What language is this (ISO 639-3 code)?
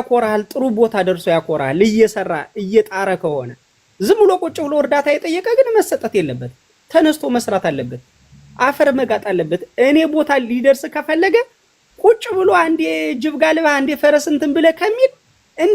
amh